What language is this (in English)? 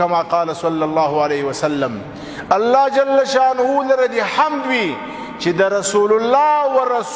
Pashto